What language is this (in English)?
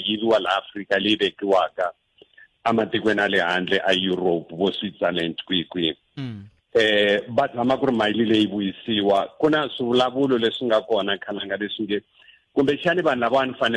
Tsonga